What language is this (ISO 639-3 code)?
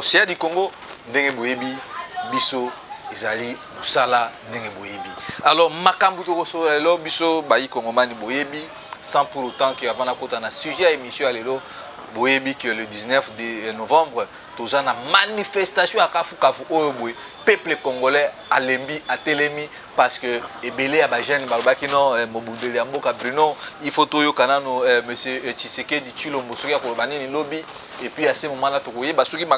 lin